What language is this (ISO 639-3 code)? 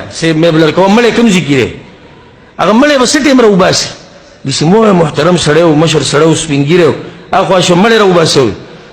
pus